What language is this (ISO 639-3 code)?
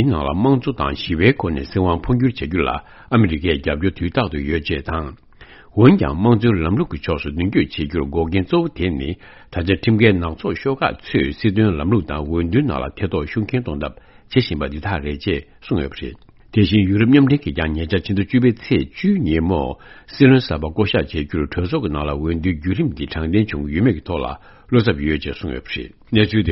bod